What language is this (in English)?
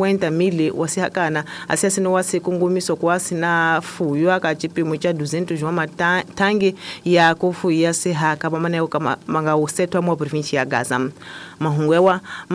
Tsonga